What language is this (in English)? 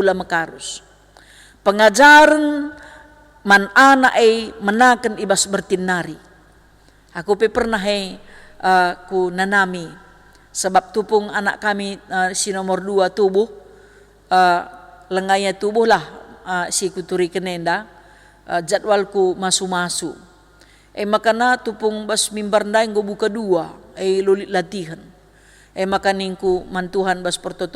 Batak Karo